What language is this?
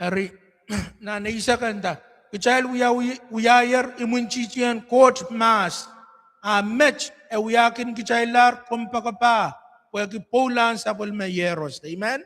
Pohnpeian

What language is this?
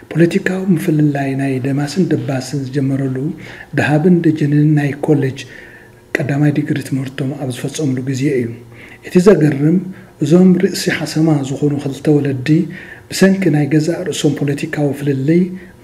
Tigrinya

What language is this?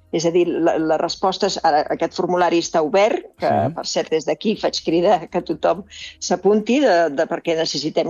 Catalan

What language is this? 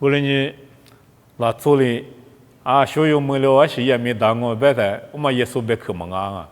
Lisu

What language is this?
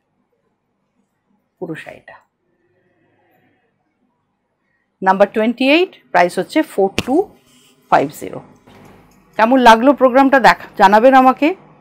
Bangla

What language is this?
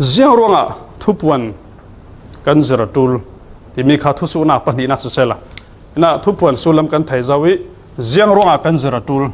Falam Chin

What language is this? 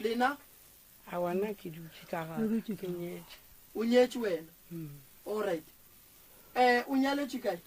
Northern Sotho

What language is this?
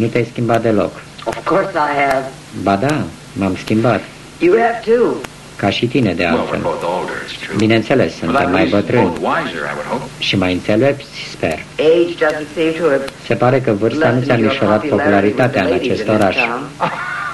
Romanian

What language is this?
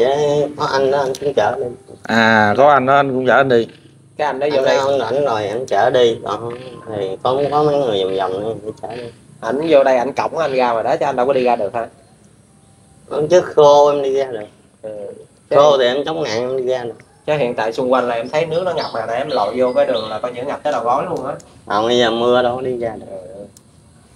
Vietnamese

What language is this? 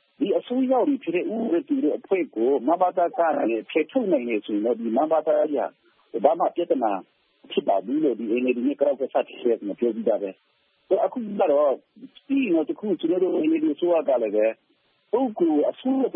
Burmese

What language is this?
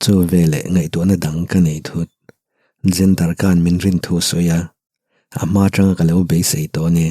Mizo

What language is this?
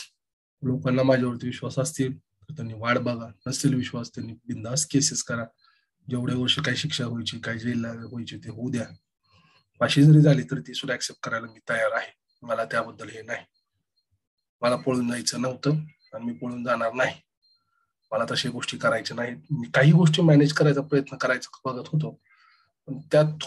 Marathi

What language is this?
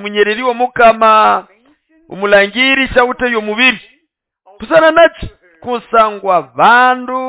Nande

